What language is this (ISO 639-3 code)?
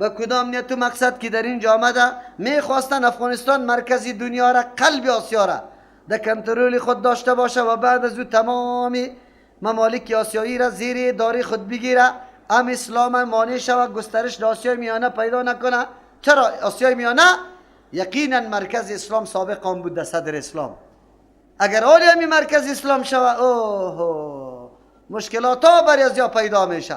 fas